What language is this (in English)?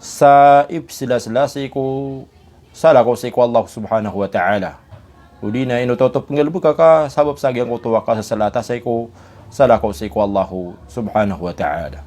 Maranao